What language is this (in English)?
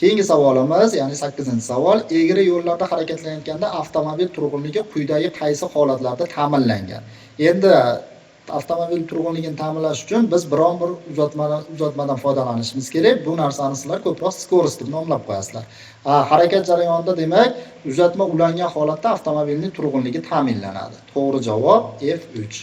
Uzbek